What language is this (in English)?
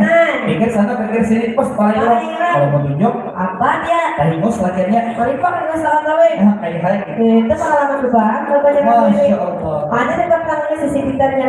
Banjar